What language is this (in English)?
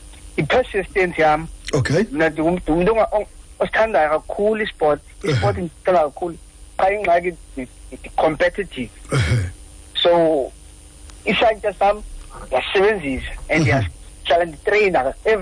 Xhosa